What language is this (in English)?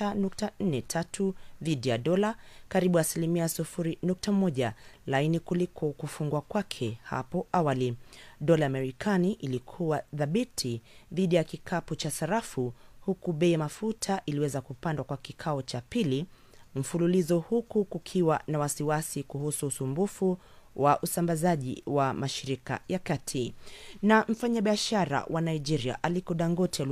Swahili